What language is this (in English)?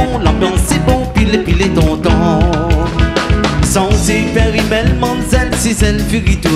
Réunion Creole French